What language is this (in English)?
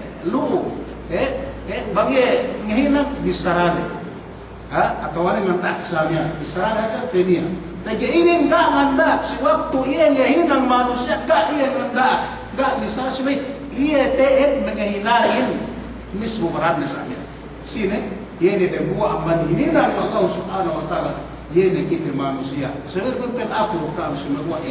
Yakan